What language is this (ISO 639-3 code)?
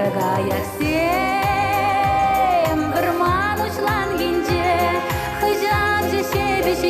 chv